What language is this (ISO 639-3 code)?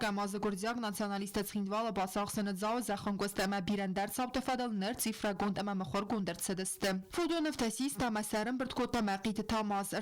oss